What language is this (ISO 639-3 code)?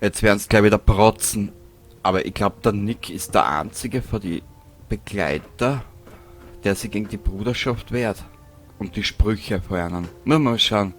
bar